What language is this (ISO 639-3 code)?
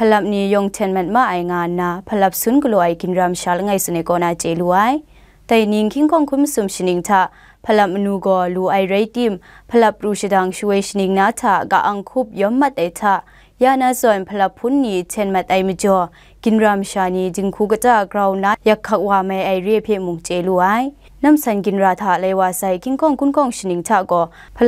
kac